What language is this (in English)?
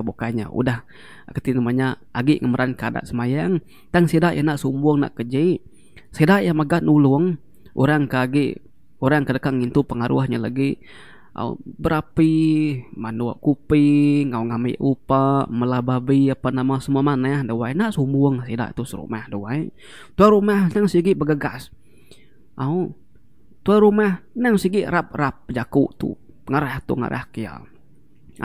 Iban